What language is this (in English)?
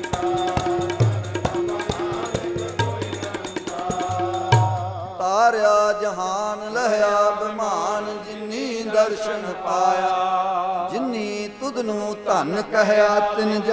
Punjabi